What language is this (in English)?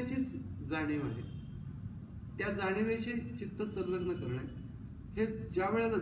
Marathi